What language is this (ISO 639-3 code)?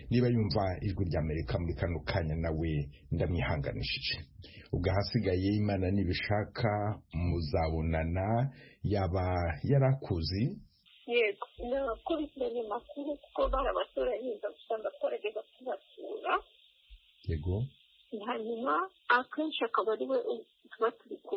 kin